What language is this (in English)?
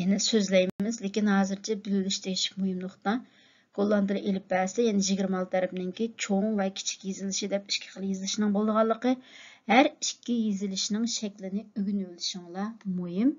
Uyghur